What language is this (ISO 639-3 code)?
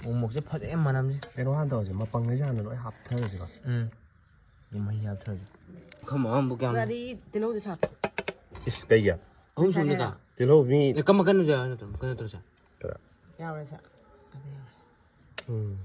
mni